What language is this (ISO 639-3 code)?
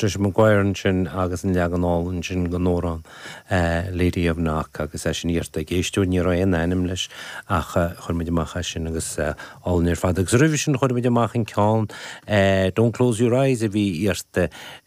gle